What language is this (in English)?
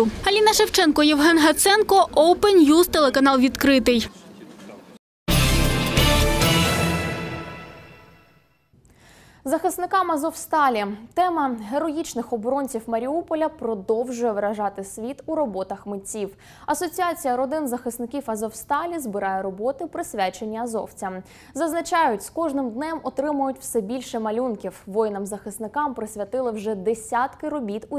Ukrainian